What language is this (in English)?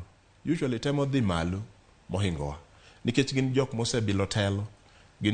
Luo (Kenya and Tanzania)